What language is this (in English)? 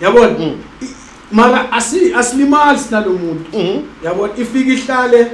Zulu